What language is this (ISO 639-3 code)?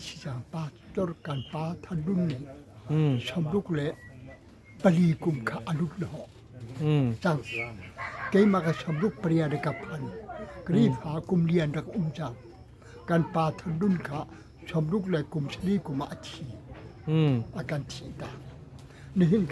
cnh